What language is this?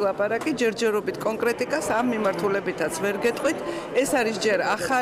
Georgian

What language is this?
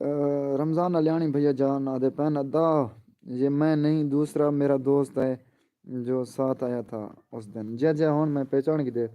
Saraiki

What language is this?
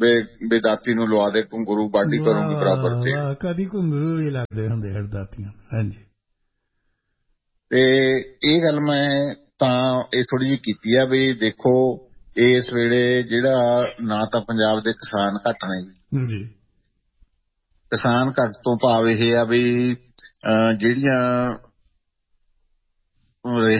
Punjabi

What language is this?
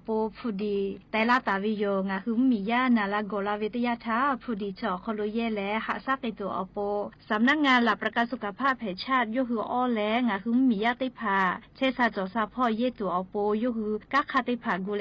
Lahu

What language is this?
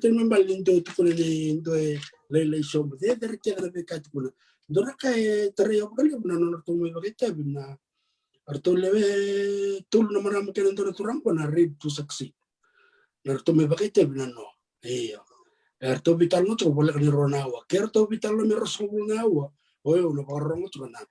Fijian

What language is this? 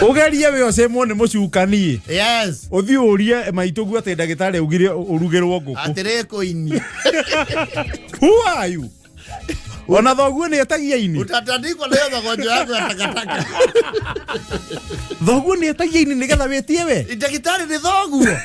Kikuyu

